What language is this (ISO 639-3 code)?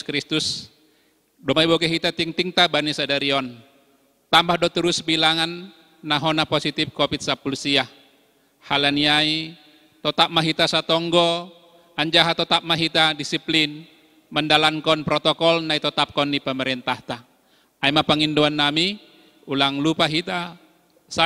bts